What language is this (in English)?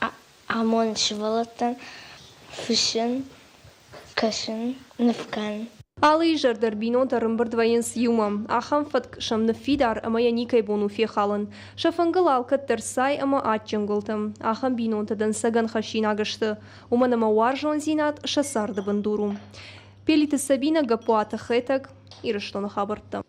Ossetic